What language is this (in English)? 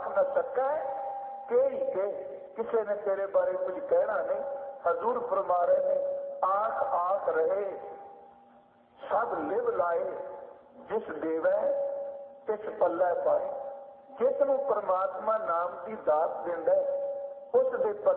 Punjabi